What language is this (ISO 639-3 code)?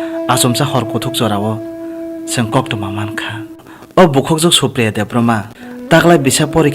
trp